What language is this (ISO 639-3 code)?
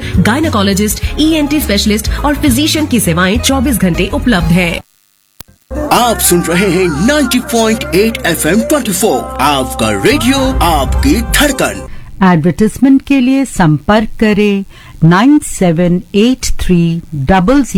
hin